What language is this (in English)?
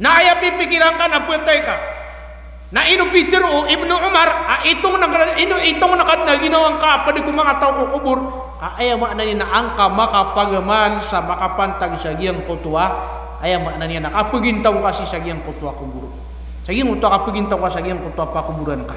Maranao